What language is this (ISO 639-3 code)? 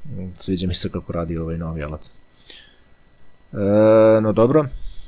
srp